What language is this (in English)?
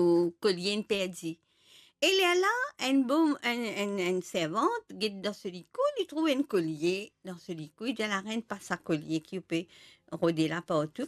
Morisyen